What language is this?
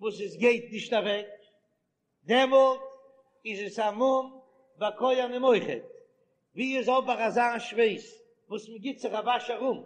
Yiddish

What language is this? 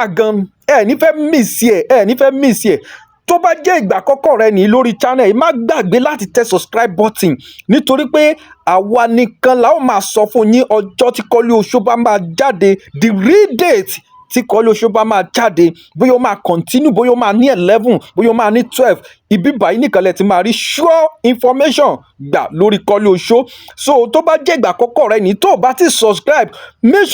Yoruba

